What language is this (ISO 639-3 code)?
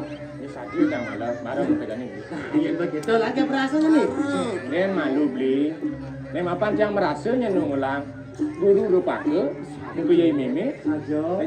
ban